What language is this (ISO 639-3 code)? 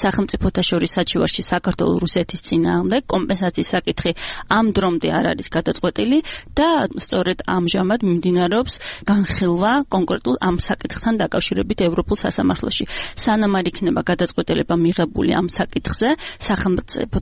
kat